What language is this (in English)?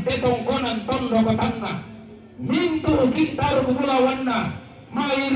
Toraja-Sa'dan